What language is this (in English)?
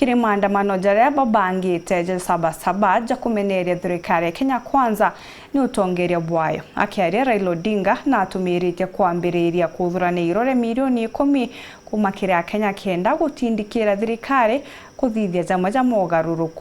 Meru